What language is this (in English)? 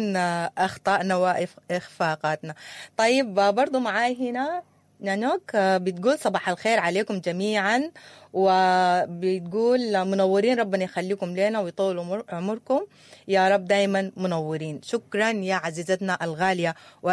Sudanese Arabic